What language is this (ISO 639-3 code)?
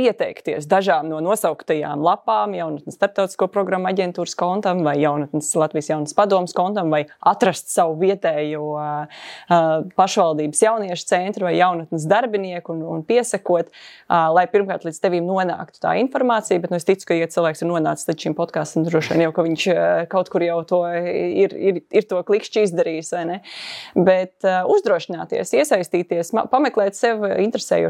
lav